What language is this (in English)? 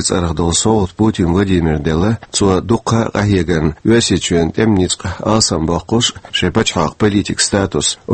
Chechen